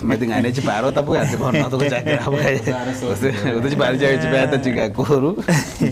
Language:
Gusii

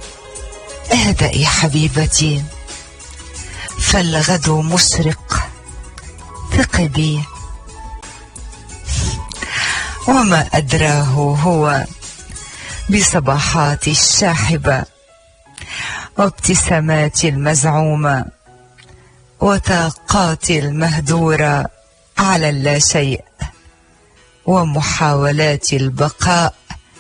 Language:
North Levantine Arabic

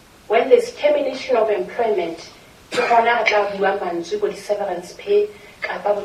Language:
Southern Sotho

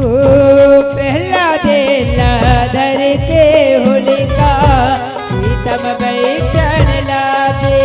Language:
Chhattisgarhi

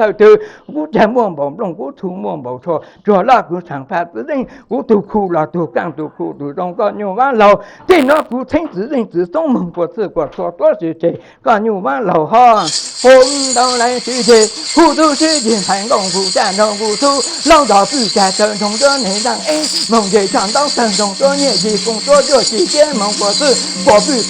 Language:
Hmong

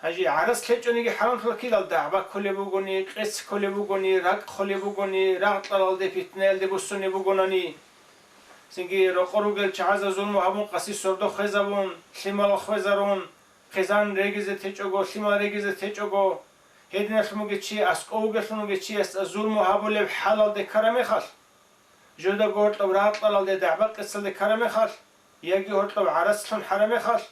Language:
Avaric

